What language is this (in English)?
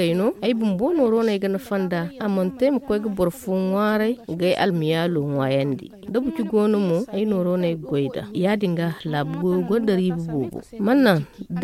Zarma